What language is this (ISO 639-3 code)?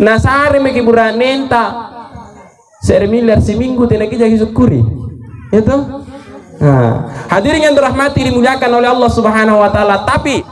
mak